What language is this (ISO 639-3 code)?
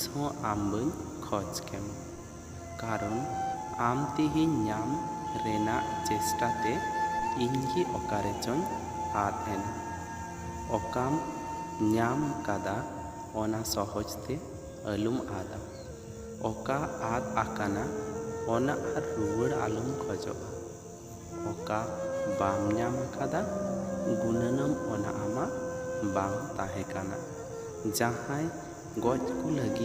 sat